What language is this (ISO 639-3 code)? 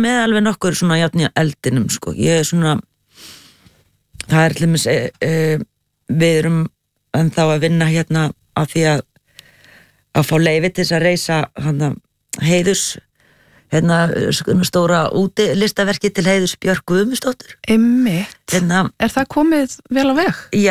isl